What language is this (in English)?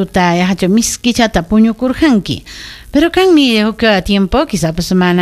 Ayacucho Quechua